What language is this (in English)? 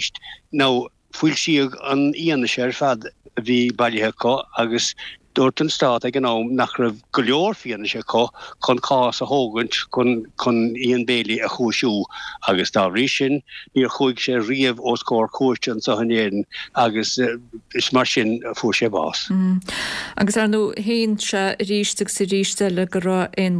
Irish